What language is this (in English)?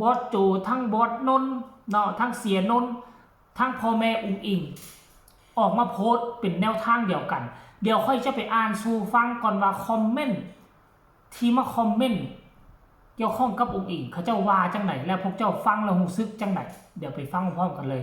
Northeastern Thai